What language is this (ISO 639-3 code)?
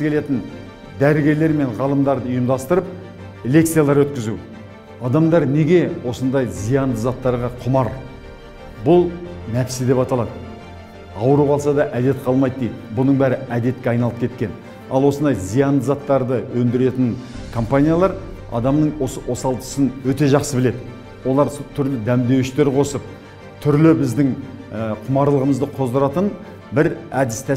kaz